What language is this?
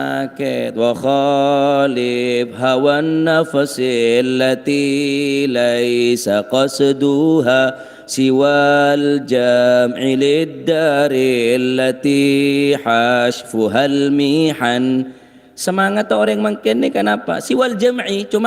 Madurese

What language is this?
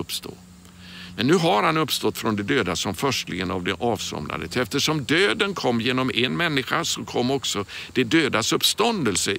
Swedish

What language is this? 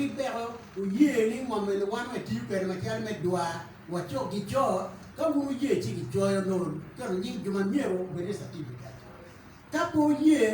Acoli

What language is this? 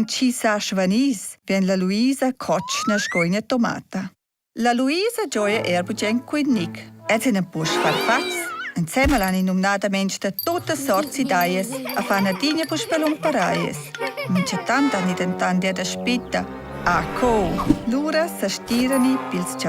Romansh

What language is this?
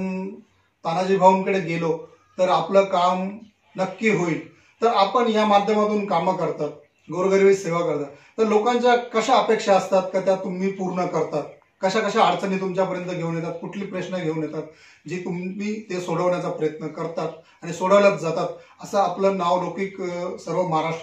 Marathi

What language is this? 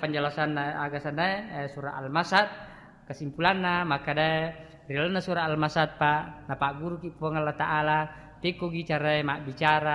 Buginese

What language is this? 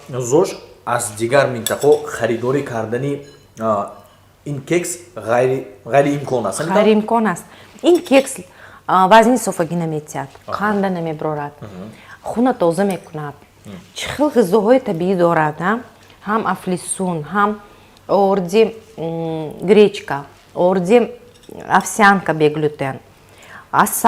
Tajik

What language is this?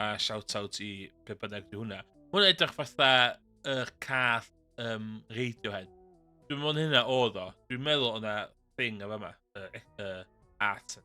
Welsh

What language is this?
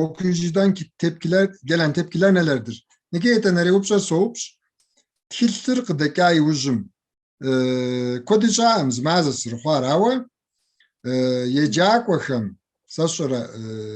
Kabardian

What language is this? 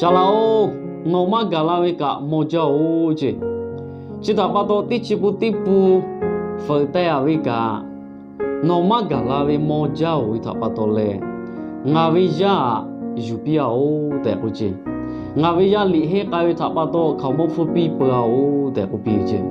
Lahu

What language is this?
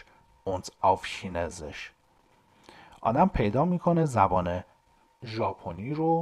Persian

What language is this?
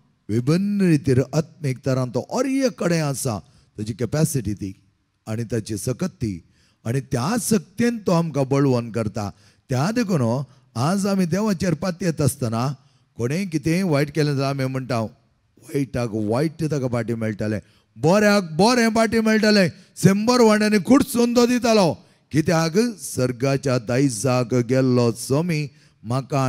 Konkani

